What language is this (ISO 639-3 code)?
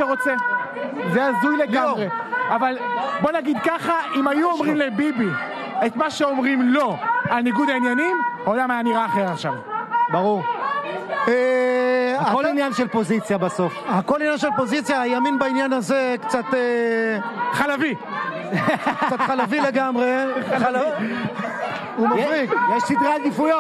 heb